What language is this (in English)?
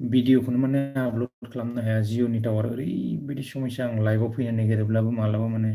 Bodo